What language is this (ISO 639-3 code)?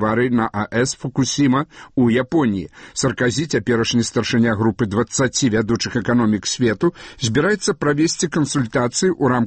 bel